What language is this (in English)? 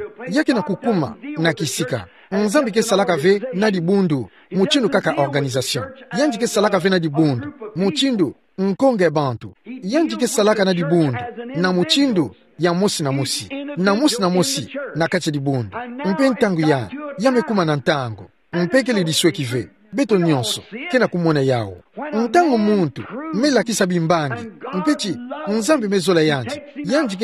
Kituba (Democratic Republic of Congo)